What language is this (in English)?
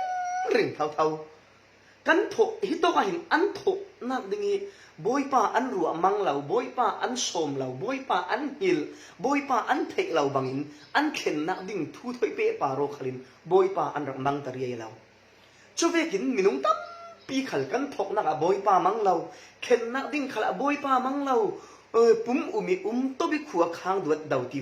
Falam Chin